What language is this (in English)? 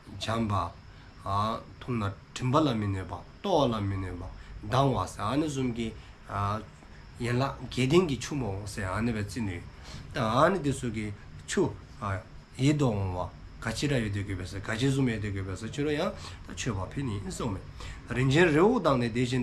Dzongkha